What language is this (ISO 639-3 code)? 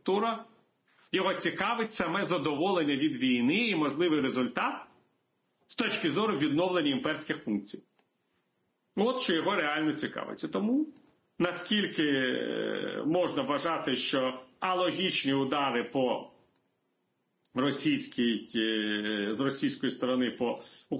ukr